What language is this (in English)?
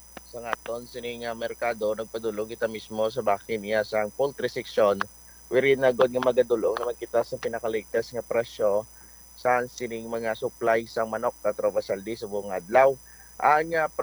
Hiligaynon